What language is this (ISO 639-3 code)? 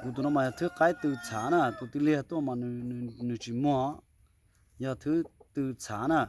hmn